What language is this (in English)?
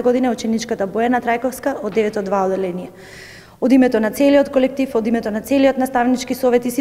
Macedonian